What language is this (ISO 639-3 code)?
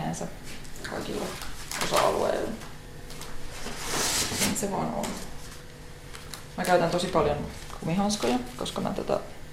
fin